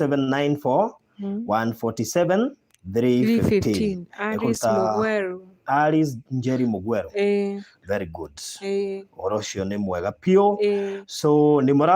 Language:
Kikuyu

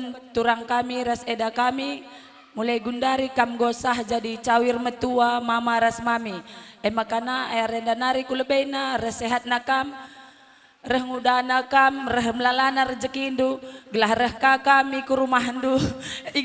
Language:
Batak Karo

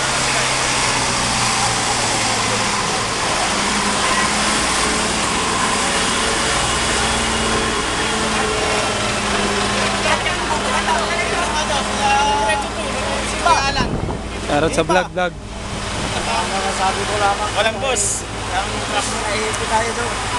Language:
Filipino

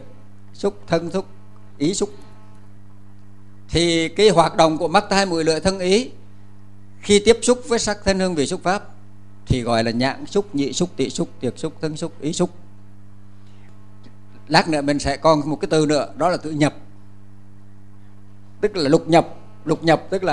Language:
Vietnamese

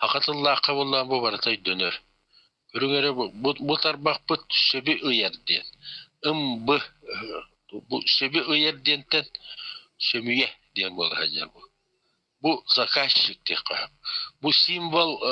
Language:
Yakut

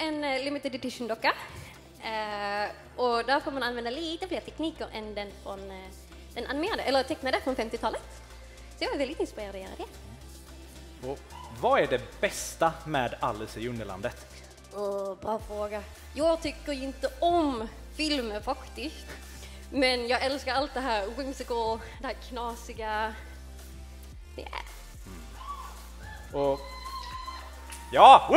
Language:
Swedish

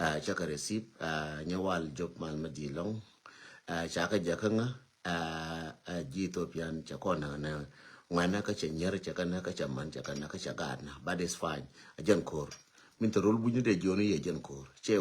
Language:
Nuer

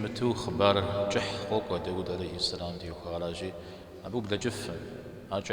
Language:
Kabardian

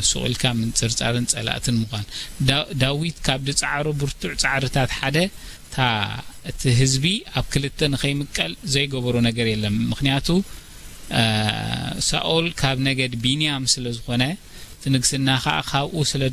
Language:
Tigrinya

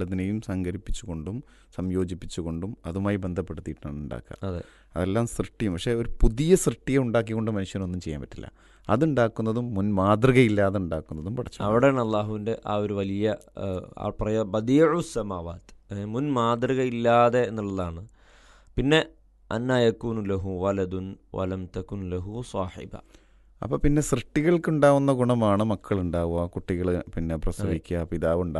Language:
Malayalam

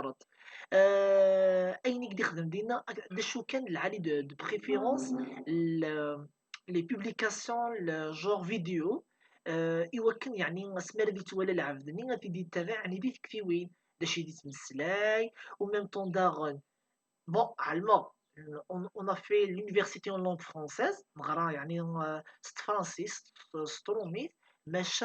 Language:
Kabyle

